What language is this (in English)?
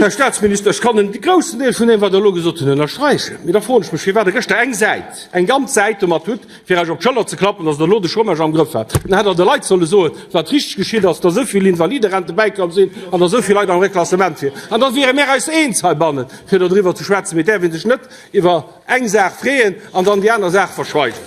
Luxembourgish